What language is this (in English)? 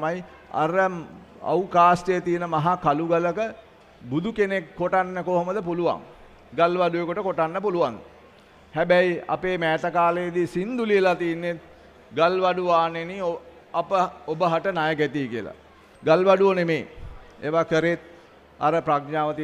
Sinhala